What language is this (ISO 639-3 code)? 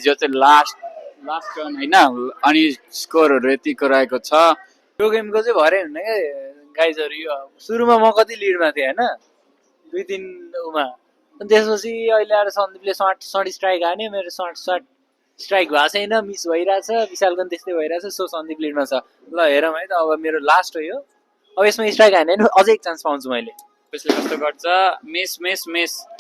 nep